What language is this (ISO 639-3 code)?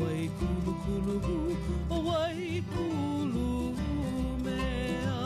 haw